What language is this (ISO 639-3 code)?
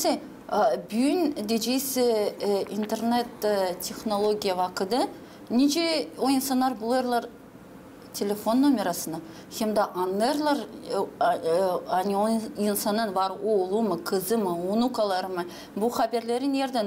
gag